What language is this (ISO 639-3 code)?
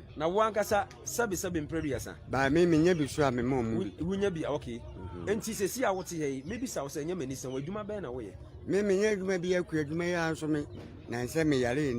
aka